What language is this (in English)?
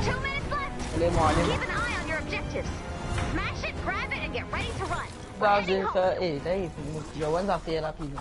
Morisyen